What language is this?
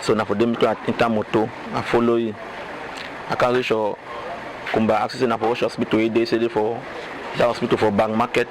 Cameroon Pidgin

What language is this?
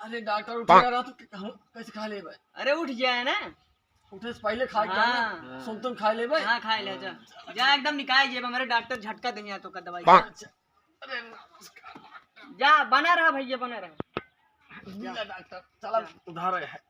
Awadhi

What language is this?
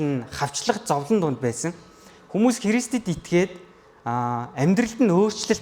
Mongolian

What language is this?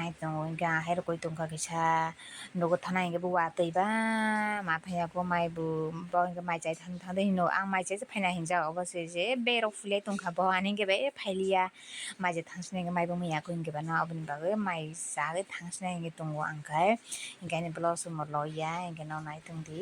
Kok Borok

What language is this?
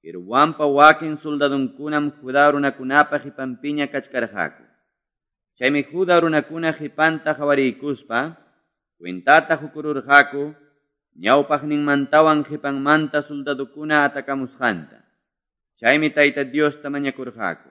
Quechua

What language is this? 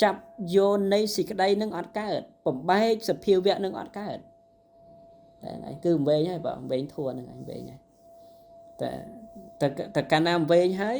Khmer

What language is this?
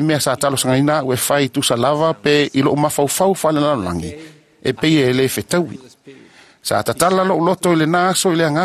Samoan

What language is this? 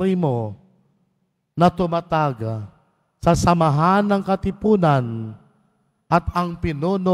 Filipino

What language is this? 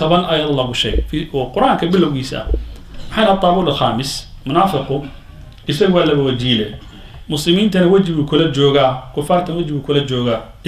Somali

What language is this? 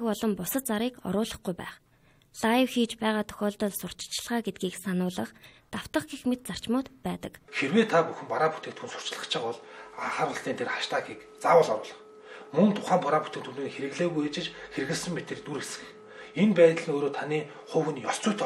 Mongolian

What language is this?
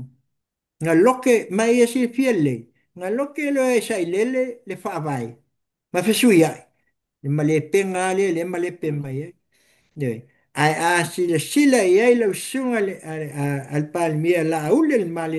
Samoan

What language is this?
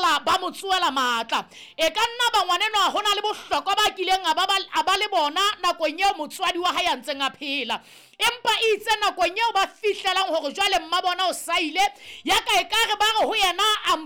Southern Sotho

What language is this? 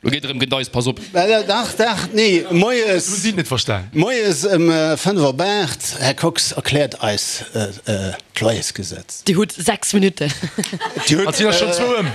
Luxembourgish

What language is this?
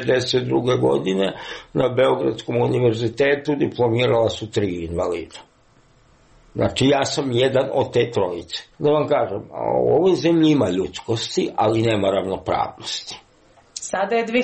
Serbian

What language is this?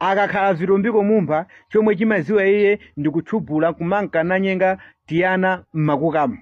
Nyanja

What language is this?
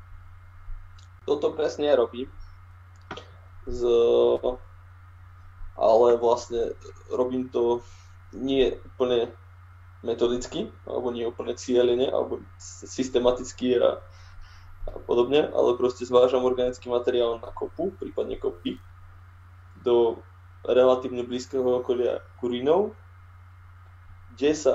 Slovak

